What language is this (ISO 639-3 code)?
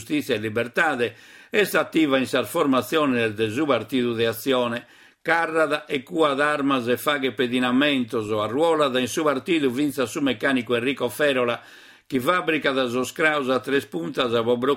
srd